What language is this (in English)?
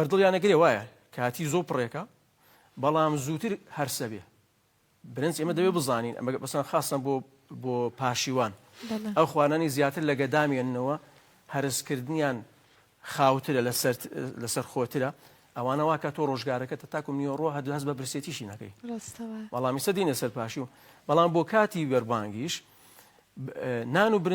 Central Kurdish